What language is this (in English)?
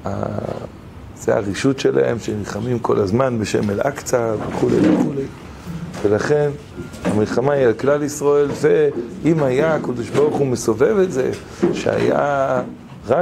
Hebrew